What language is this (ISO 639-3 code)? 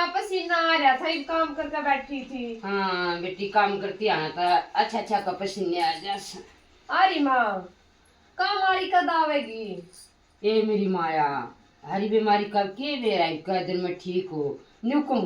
bgc